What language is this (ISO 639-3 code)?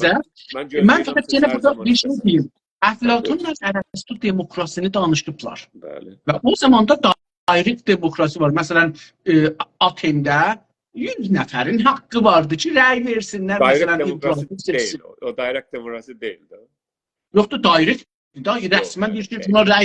azb